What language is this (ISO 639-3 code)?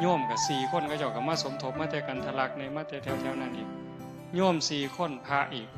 tts